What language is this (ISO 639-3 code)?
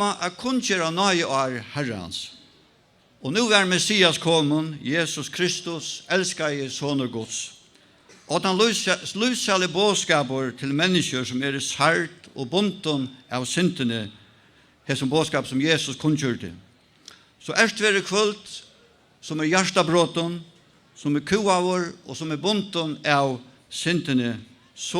fao